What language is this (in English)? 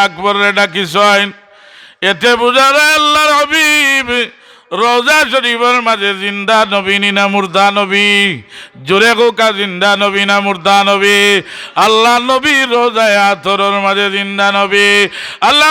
Sylheti